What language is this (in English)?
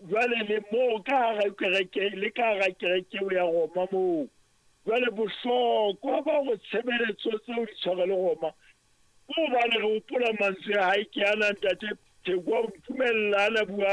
Southern Sotho